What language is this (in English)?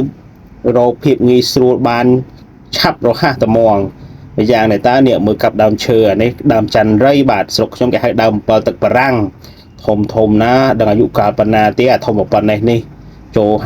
Khmer